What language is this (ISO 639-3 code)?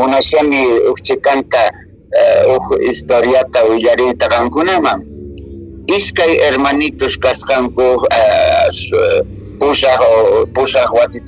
que